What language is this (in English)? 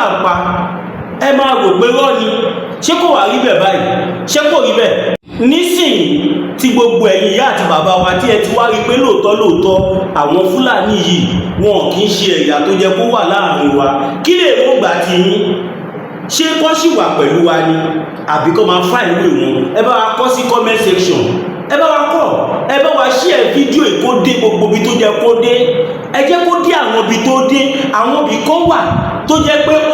Yoruba